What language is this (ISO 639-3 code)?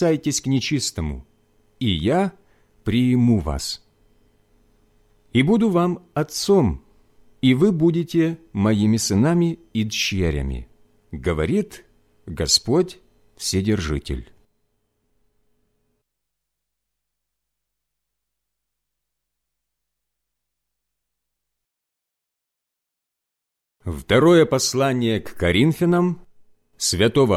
rus